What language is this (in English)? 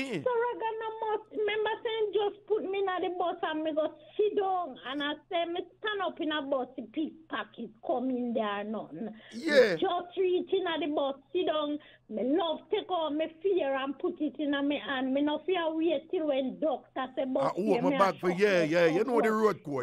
Jamaican Creole English